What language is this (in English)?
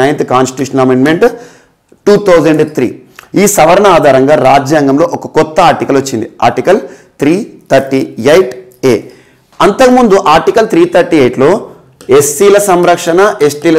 Telugu